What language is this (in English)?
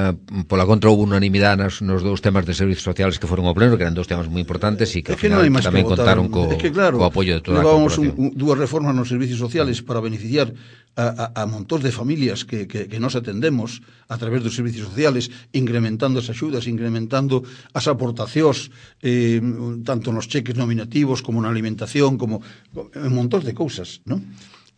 Galician